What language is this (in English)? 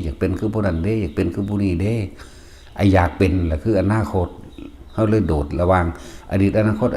Northeastern Thai